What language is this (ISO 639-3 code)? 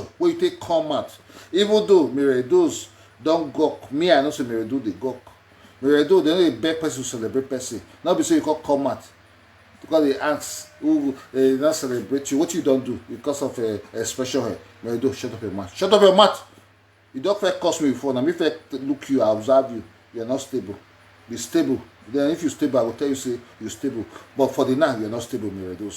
pcm